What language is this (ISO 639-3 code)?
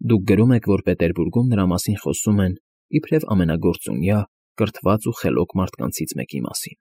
hye